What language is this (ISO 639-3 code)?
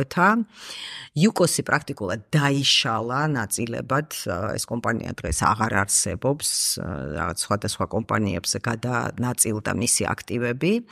kat